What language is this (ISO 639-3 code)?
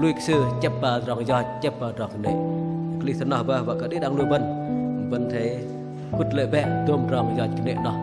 bdq